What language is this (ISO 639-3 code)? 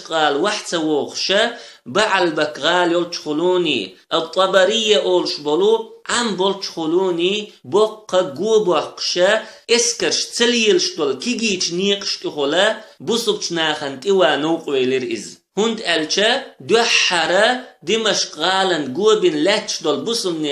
che